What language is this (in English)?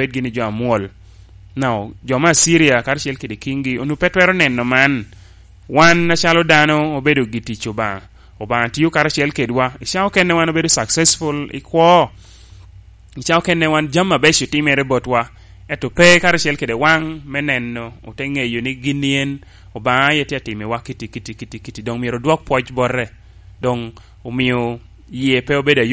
Lango (Uganda)